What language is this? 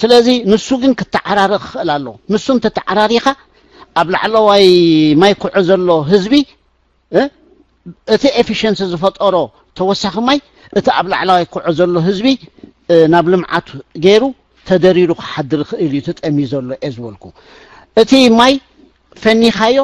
Tigrinya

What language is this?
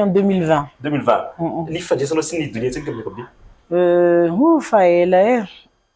Malagasy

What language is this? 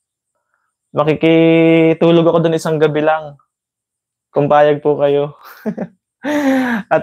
Filipino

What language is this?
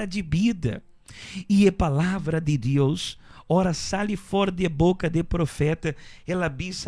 Papiamento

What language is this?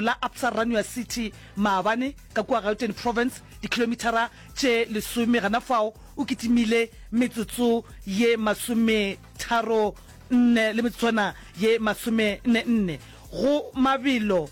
Northern Sotho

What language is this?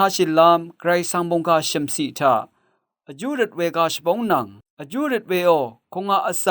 Rawang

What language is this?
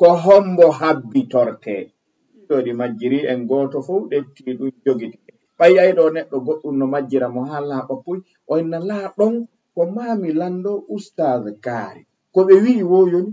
Fula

